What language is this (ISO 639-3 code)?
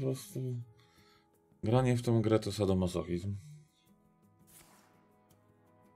pol